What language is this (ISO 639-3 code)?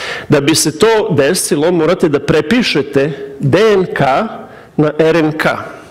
srp